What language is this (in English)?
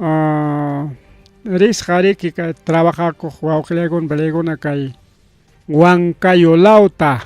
Ayacucho Quechua